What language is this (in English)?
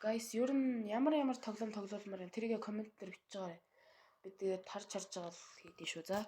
Mongolian